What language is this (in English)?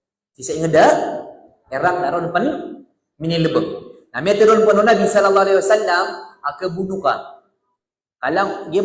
Maranao